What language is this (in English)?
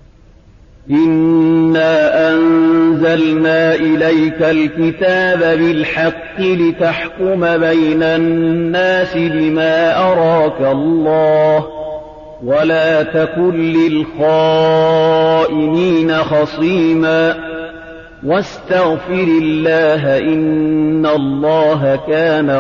Arabic